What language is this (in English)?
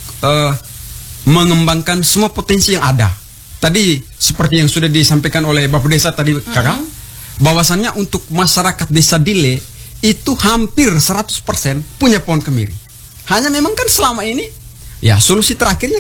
Indonesian